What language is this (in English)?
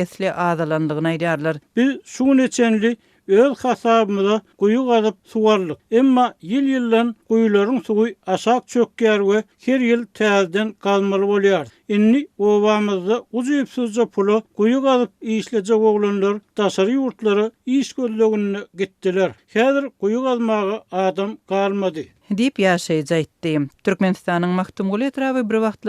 Turkmen